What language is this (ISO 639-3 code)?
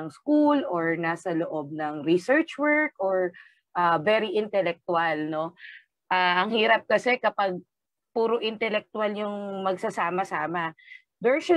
fil